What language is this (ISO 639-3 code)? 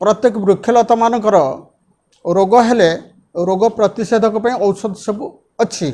ori